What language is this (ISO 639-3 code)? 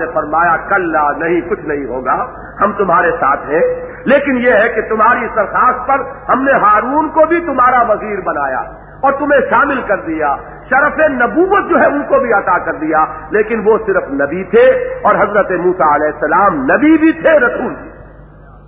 urd